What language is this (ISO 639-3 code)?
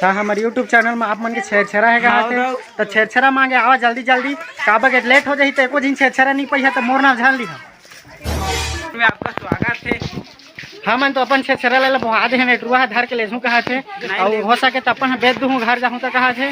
hne